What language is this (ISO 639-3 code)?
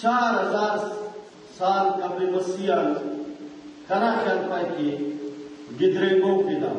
brh